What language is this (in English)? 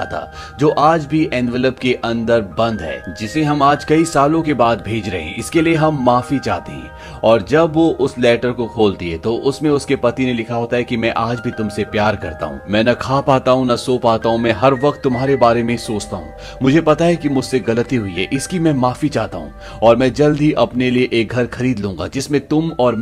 Hindi